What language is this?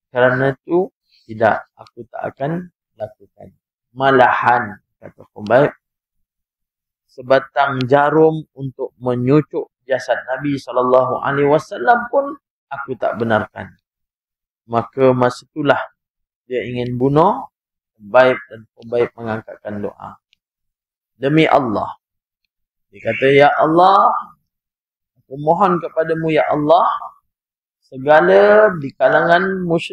Malay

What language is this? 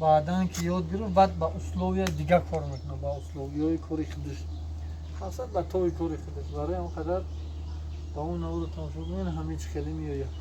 Tajik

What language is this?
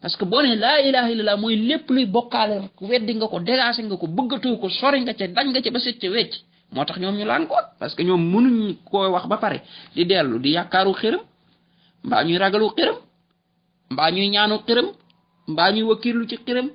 Wolof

